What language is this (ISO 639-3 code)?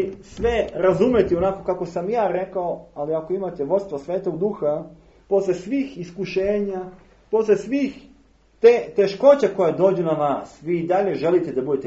srp